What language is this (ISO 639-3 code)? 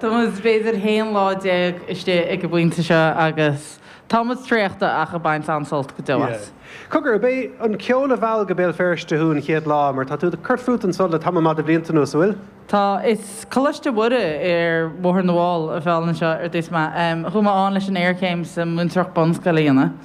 gle